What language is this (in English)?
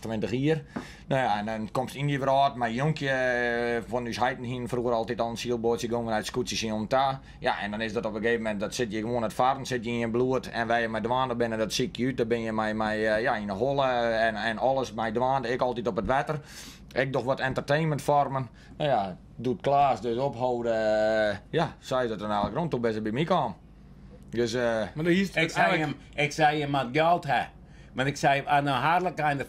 Western Frisian